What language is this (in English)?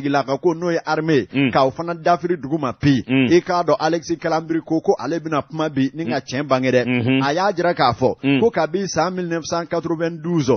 Bambara